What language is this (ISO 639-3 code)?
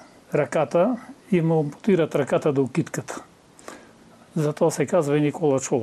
bul